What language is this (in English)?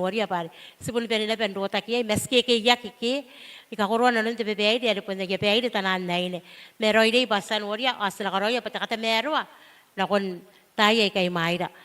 Gilbertese